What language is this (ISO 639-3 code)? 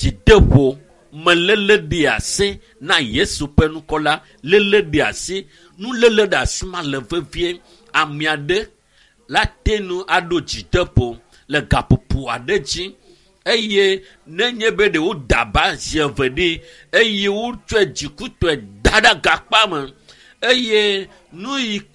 ewe